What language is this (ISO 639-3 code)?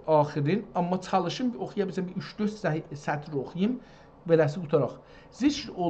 azb